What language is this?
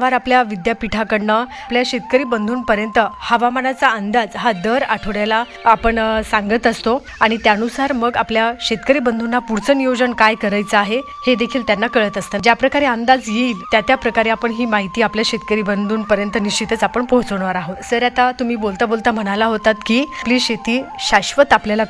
Marathi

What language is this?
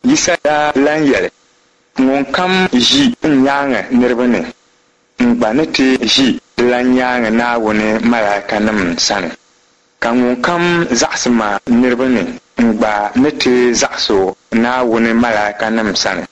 Dagbani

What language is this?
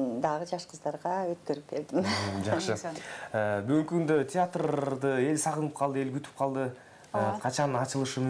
Kyrgyz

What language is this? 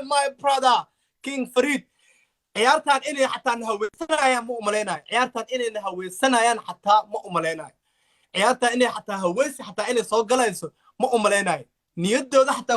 Somali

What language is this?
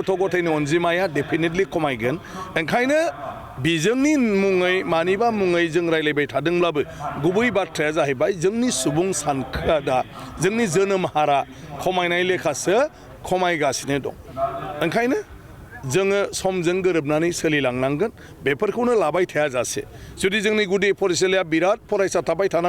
Bodo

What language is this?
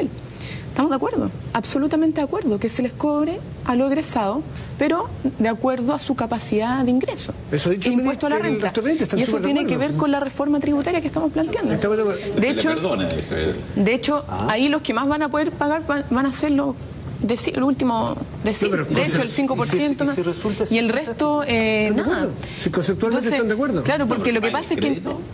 Spanish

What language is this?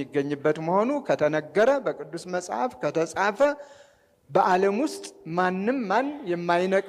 Amharic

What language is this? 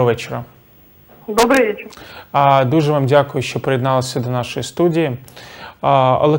Ukrainian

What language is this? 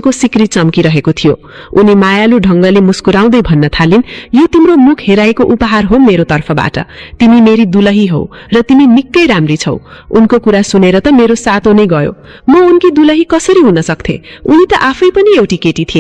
Nepali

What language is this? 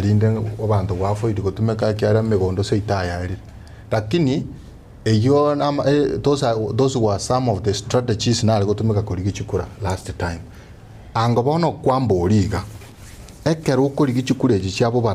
Gusii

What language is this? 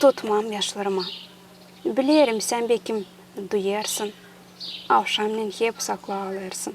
Gagauz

